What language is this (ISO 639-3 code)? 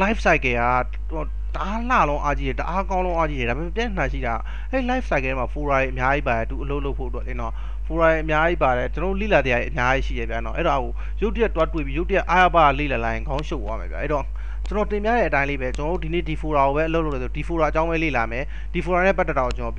mya